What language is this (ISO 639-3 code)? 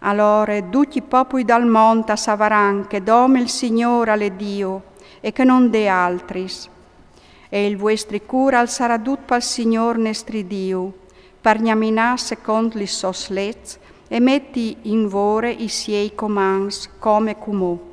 fur